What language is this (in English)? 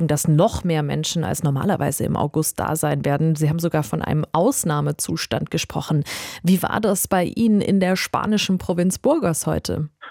German